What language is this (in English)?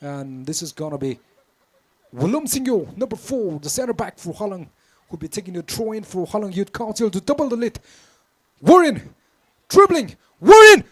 Tangkhul Naga (India)